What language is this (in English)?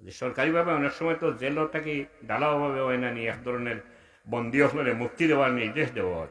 Sylheti